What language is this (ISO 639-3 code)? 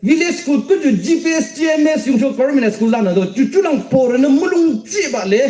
yim